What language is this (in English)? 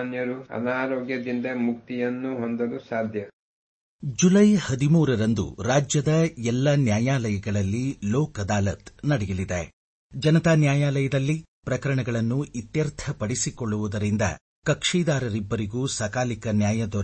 Kannada